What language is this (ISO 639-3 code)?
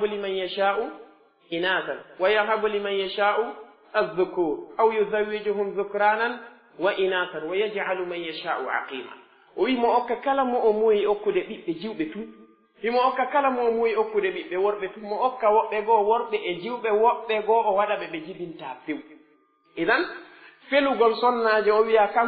fuf